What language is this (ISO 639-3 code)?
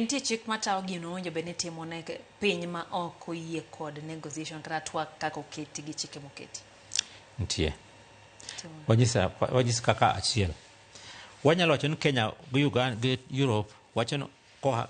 luo